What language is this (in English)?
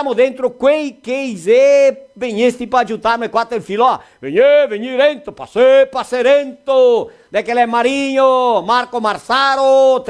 Venetian